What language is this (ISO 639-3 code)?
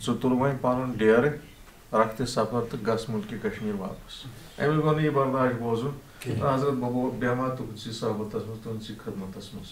kas